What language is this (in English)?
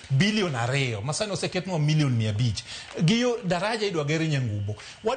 Luo (Kenya and Tanzania)